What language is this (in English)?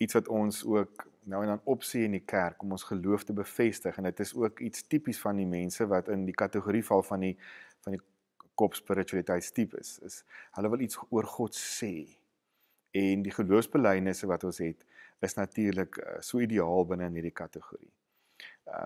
Afrikaans